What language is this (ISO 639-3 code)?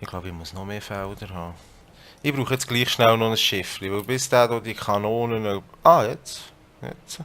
gsw